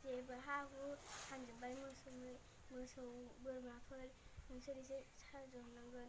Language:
Bodo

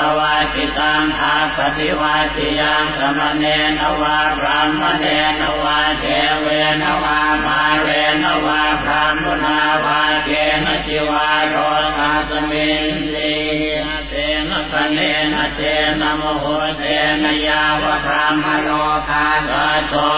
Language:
Pali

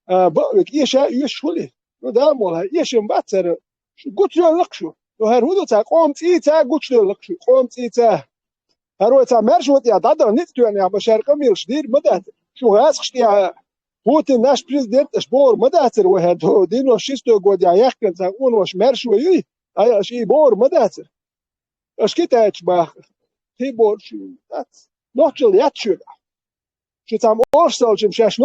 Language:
Chechen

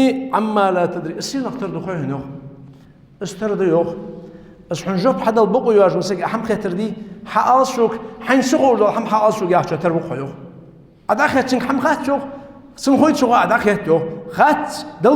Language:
Ingush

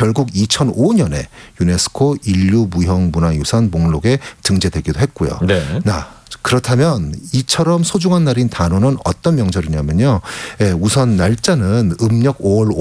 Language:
Korean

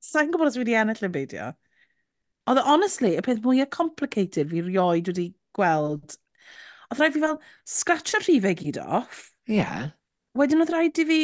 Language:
Welsh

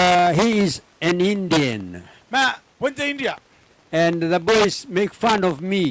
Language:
Gilbertese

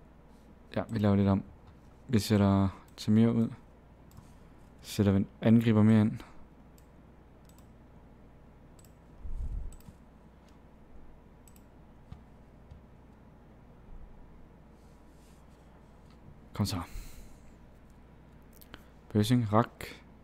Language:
Danish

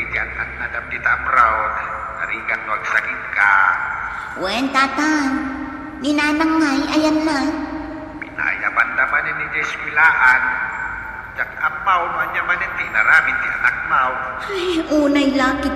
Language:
Iloko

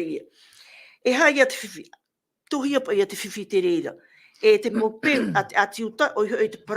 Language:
Tahitian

